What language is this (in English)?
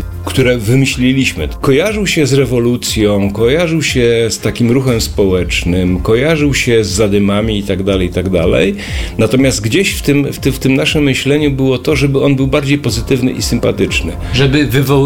Polish